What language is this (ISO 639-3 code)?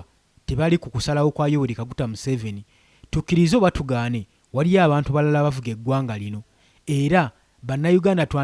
lug